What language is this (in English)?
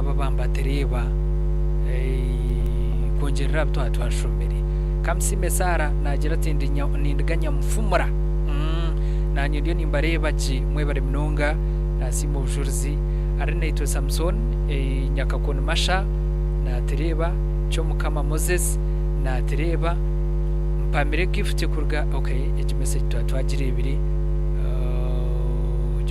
Nyankole